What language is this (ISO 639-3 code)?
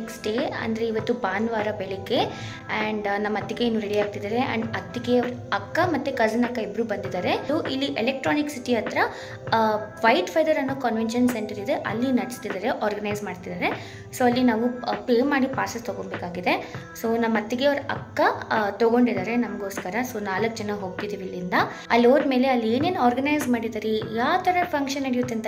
kan